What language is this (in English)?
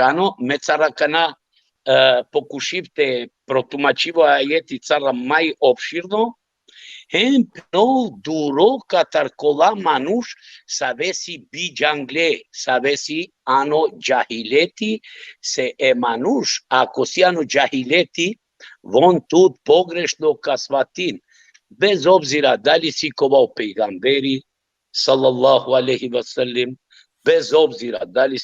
Balkan Romani